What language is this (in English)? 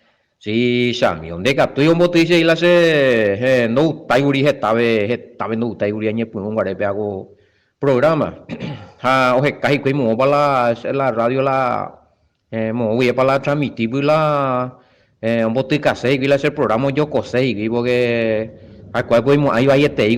Guarani